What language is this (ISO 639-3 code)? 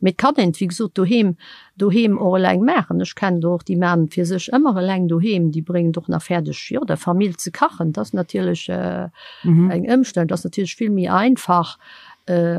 ltz